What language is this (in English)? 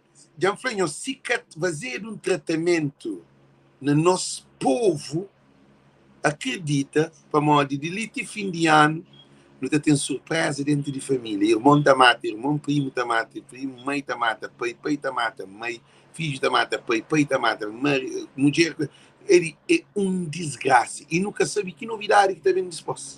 Kabuverdianu